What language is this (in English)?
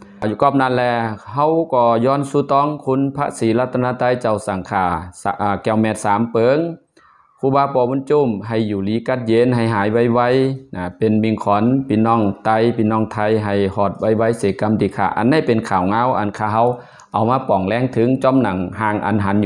Shan